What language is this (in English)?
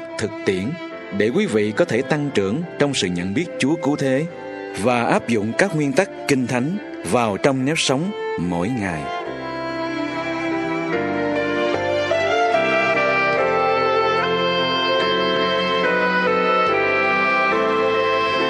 Vietnamese